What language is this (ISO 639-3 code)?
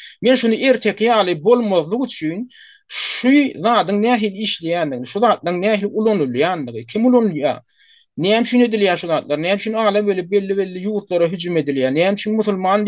tuk